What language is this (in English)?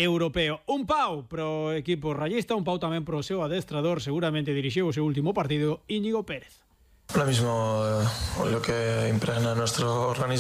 Galician